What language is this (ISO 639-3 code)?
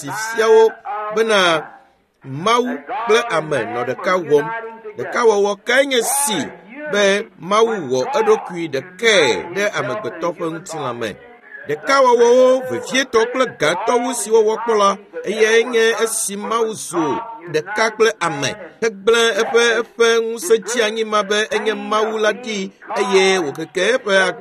ewe